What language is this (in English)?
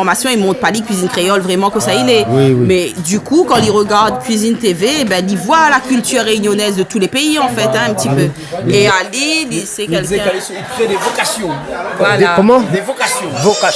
Réunion Creole French